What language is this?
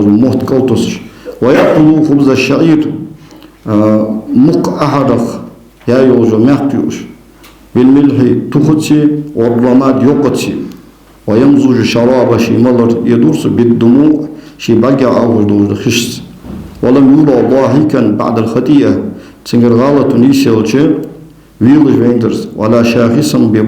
Ingush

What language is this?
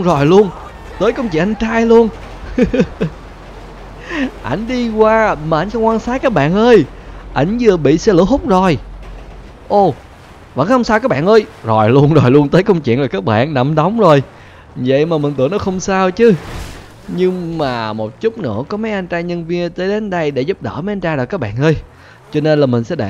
Vietnamese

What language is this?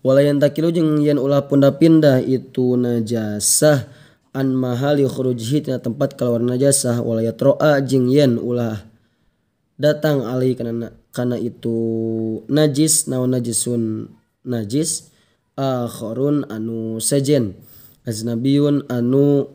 Sundanese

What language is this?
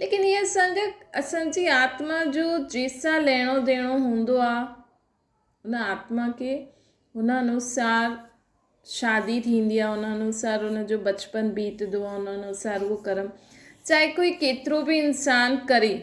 Sindhi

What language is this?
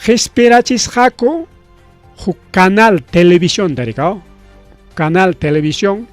Ayacucho Quechua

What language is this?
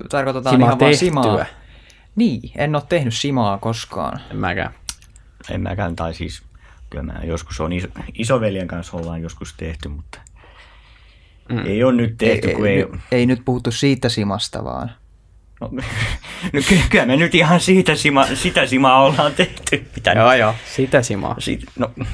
Finnish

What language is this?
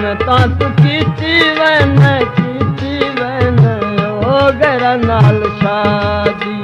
Saraiki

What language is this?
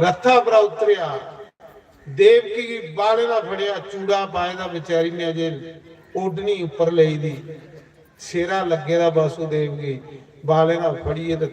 Dogri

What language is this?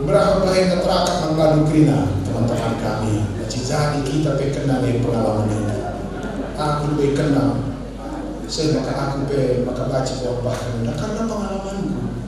Batak Karo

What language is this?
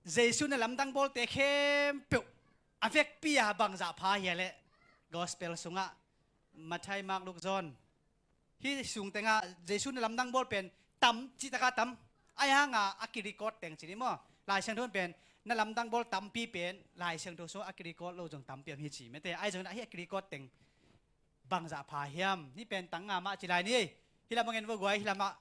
Tedim Chin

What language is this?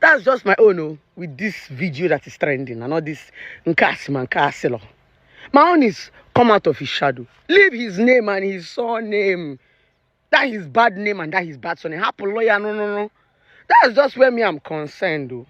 Nigerian Pidgin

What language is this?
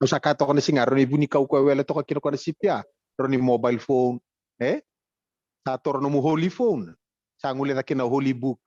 Fijian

